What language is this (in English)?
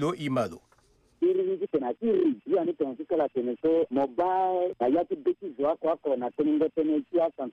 Sango